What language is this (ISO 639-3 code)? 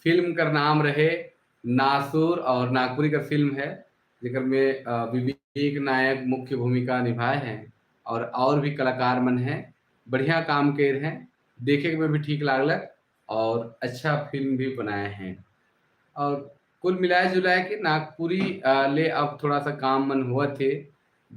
sck